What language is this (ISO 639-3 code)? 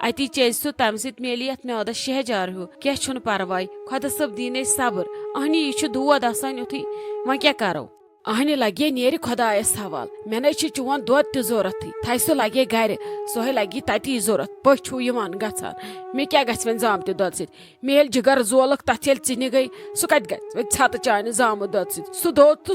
kas